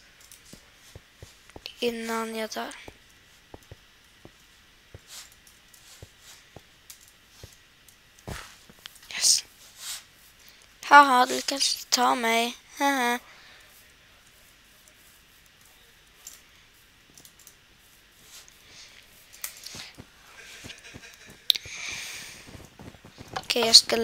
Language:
Swedish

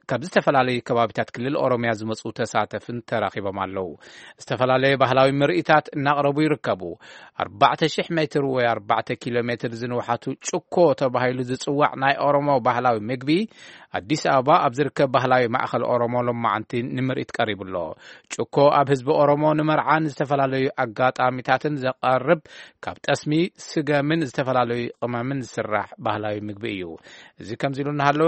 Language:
Tigrinya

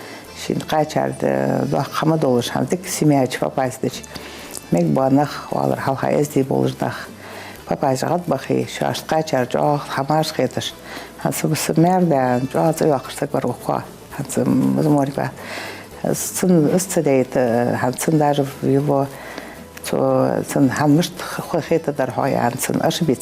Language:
Ingush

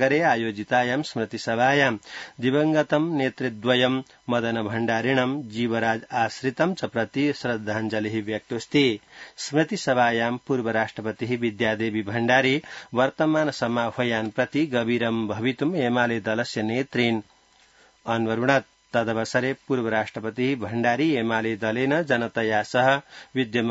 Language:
Sanskrit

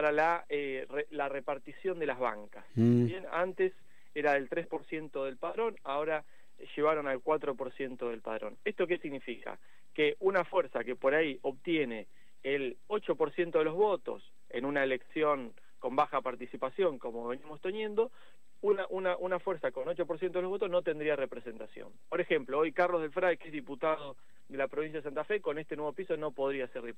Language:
Spanish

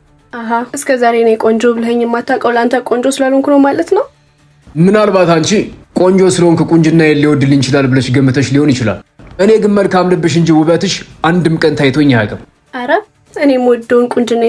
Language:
Amharic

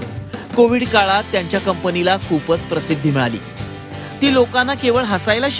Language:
Marathi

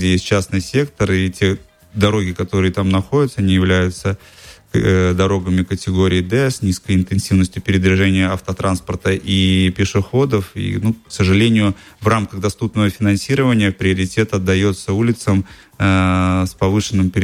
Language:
Russian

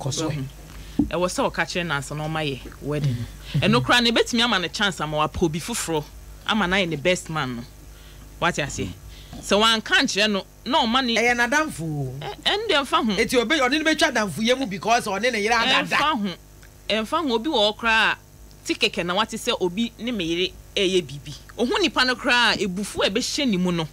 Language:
Akan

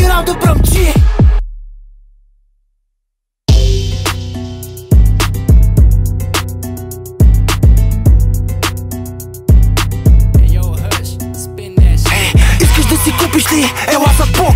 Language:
Bulgarian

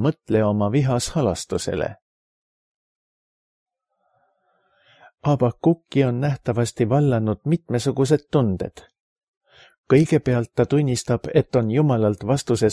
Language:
Estonian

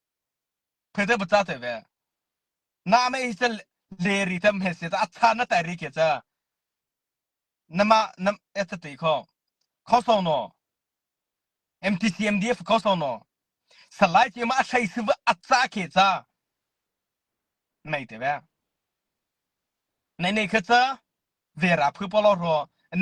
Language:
Mara Chin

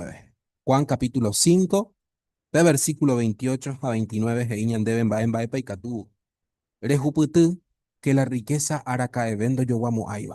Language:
Guarani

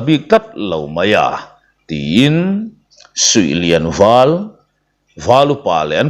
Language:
Mizo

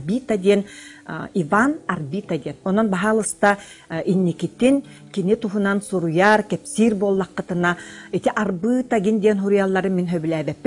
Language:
Yakut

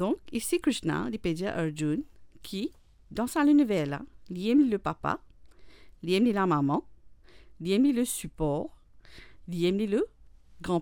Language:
Morisyen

